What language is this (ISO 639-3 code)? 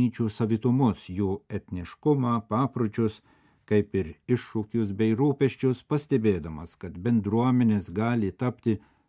lit